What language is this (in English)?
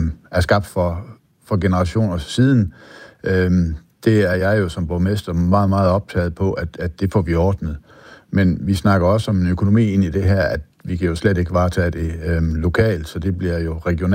Danish